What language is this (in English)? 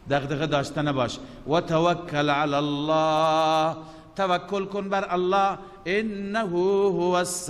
Persian